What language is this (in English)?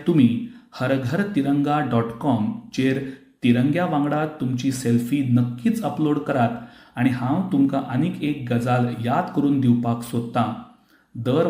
Konkani